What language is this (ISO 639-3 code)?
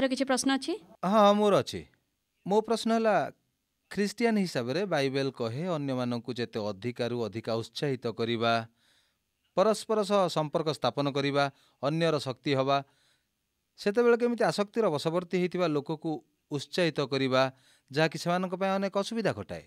ori